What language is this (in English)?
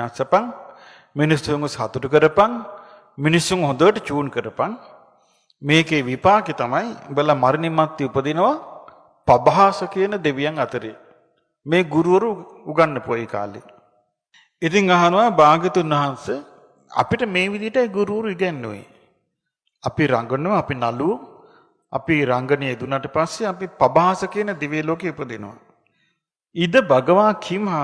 Sinhala